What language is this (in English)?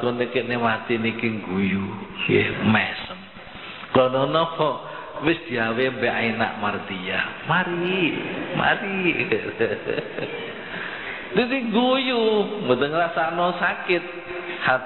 Javanese